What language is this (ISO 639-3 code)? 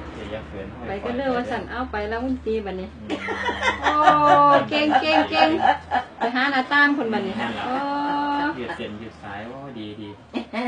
tts